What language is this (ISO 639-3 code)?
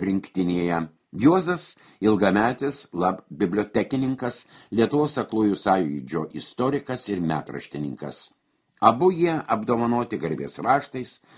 lit